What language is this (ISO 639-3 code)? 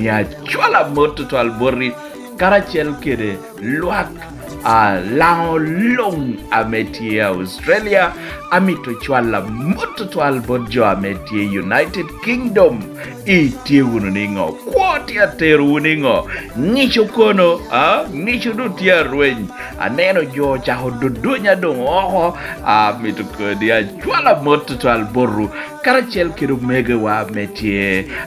laj